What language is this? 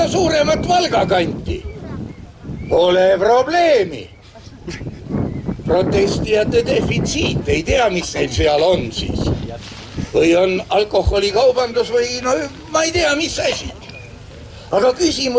Estonian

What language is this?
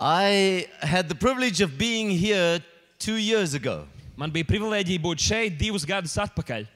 Latvian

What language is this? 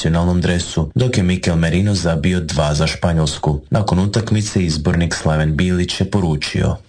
Croatian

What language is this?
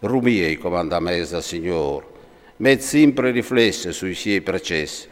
Friulian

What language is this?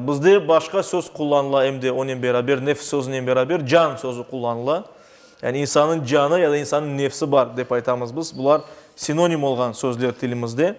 Crimean Tatar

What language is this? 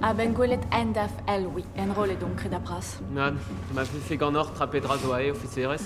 Breton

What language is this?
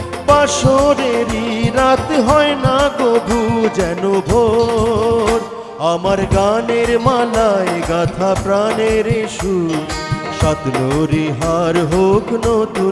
Bangla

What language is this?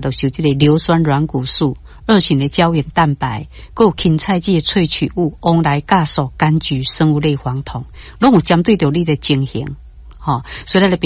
Min Nan Chinese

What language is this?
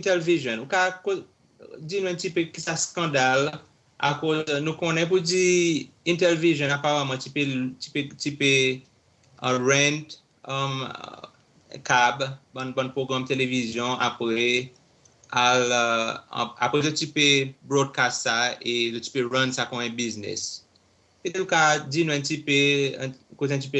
Seselwa Creole French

